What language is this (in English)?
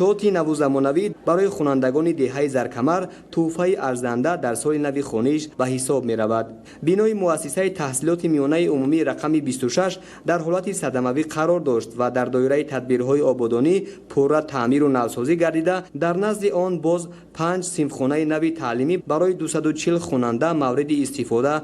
Tajik